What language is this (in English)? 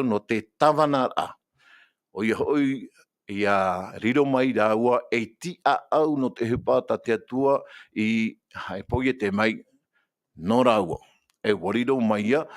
Tahitian